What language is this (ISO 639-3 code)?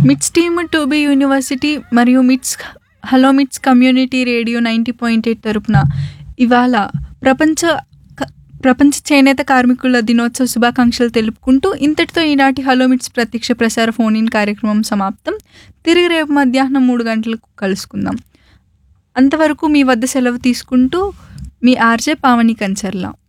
tel